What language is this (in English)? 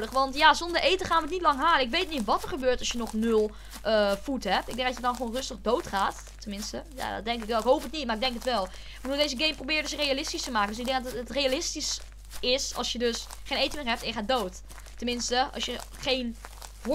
Dutch